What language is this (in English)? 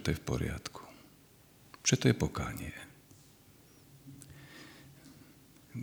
Slovak